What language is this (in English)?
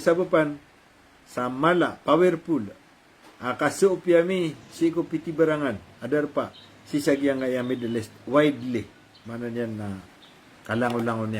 Maranao